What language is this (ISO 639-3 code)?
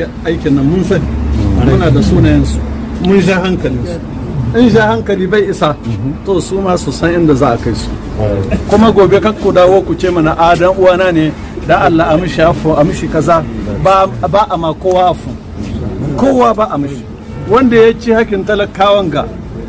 hau